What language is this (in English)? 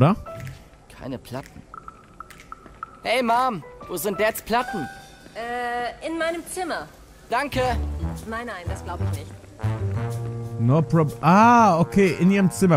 German